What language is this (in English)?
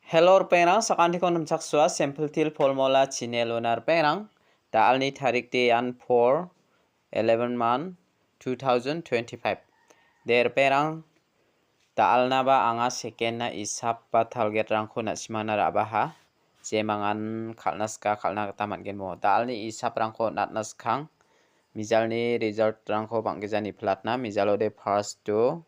Garo